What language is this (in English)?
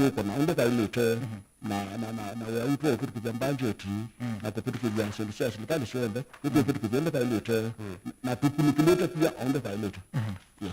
Kamba